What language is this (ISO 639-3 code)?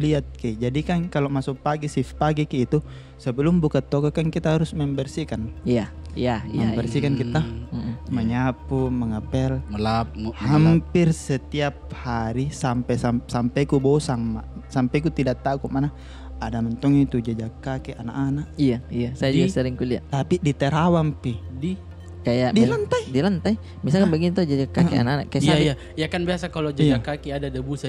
mfp